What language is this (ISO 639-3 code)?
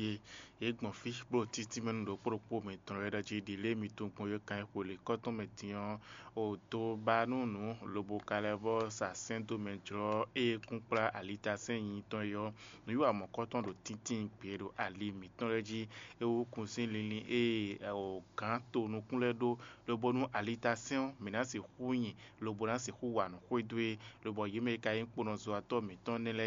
fon